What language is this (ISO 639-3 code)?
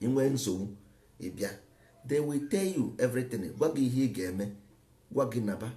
ibo